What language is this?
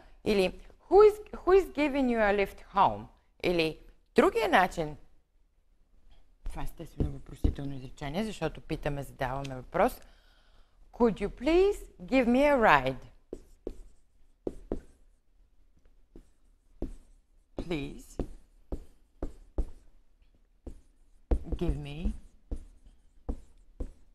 Bulgarian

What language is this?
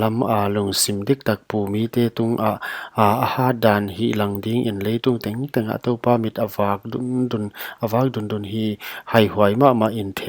Paite Chin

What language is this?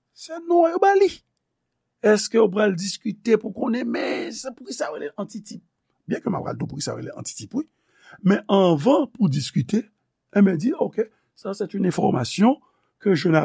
Haitian Creole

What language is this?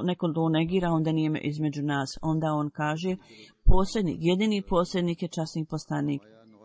Bosnian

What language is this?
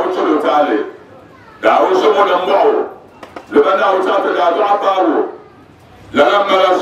Dagbani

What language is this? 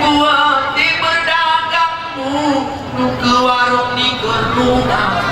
Gayo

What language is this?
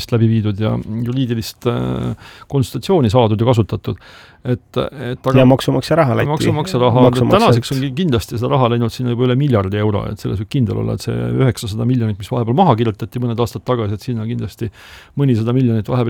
Estonian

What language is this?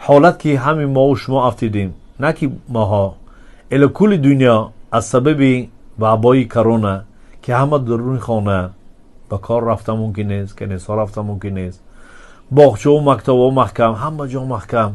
Tajik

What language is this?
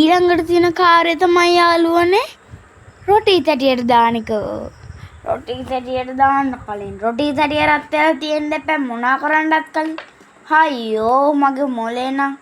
Sinhala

